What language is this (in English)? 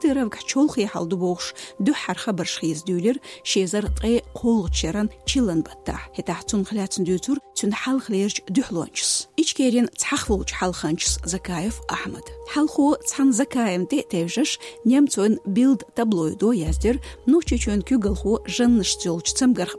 Chechen